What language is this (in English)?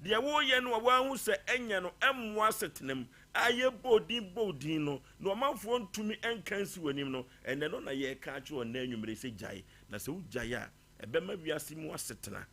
Akan